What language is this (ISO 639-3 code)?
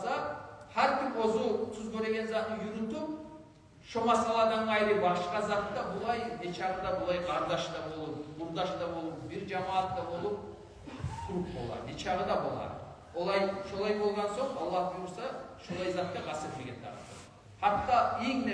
kum